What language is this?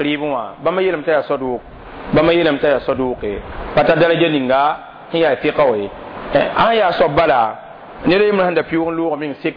Mossi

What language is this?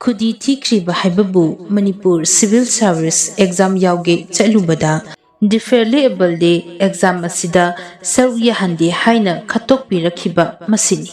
Manipuri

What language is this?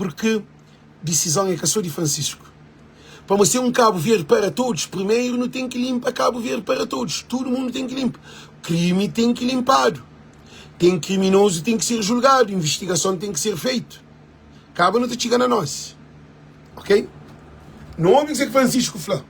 Kabuverdianu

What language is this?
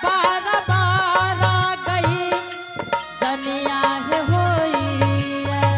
Angika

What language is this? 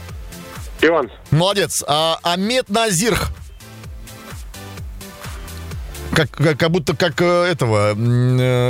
Russian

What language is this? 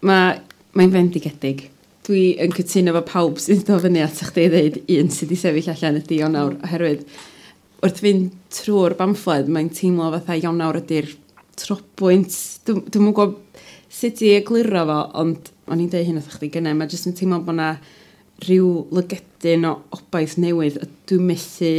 Welsh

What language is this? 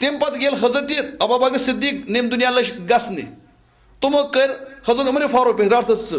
Kashmiri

